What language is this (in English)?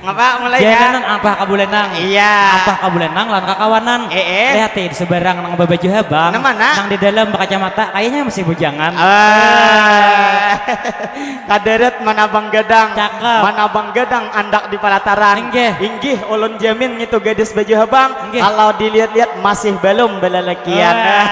Banjar